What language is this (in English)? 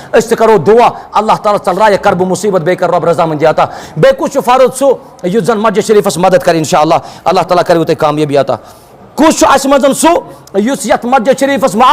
Kashmiri